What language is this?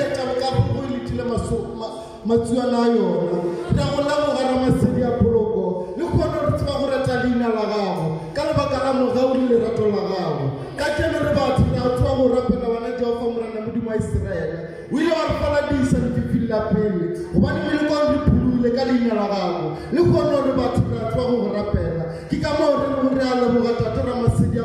Northern Sotho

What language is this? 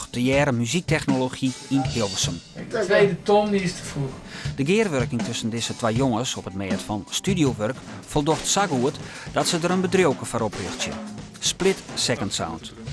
Western Frisian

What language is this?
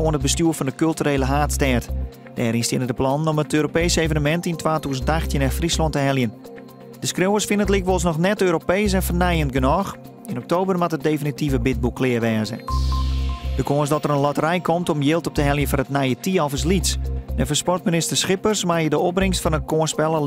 Western Frisian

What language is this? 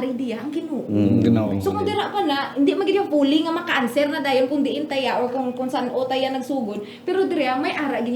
Hiligaynon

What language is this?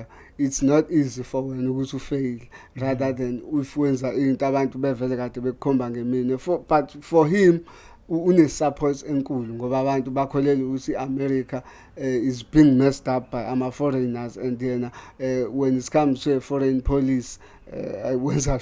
Zulu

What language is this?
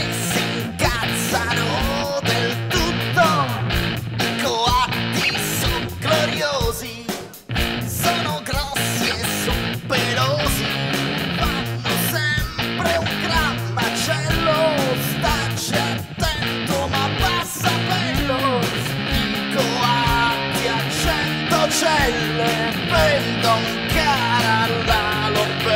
Italian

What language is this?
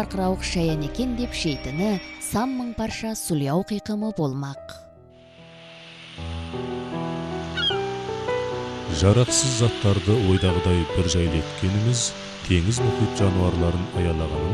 Kazakh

